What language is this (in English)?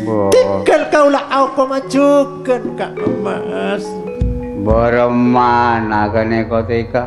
Madurese